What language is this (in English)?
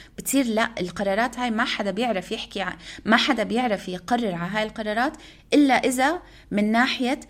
North Levantine Arabic